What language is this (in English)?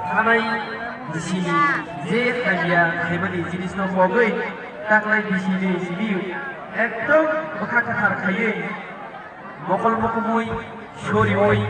Kok Borok